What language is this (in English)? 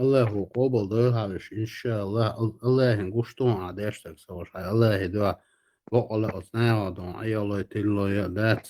Chechen